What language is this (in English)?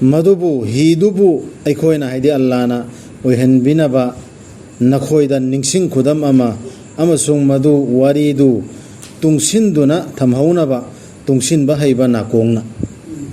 Manipuri